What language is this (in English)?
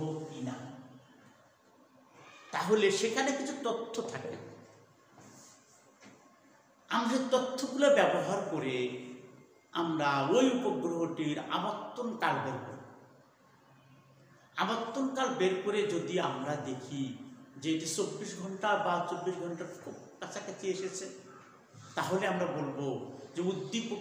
Bangla